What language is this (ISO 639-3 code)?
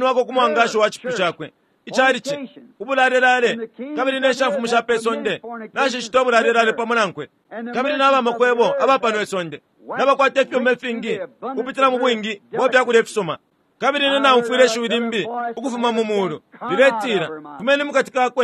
bem